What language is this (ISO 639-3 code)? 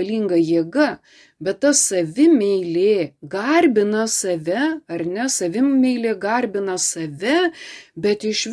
lit